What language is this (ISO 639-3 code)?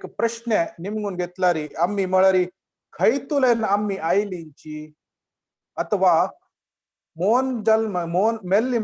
kok